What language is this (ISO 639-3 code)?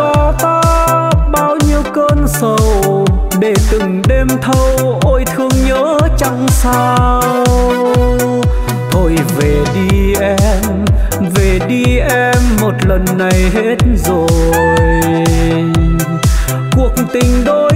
vie